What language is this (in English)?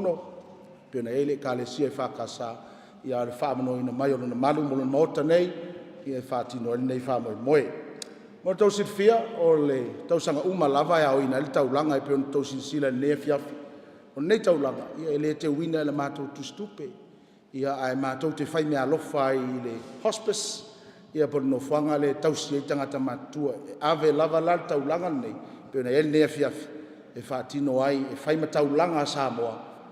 Samoan